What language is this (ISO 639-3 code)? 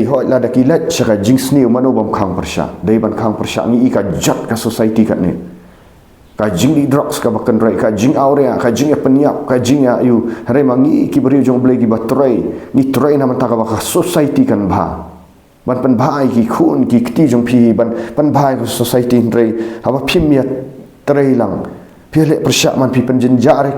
kha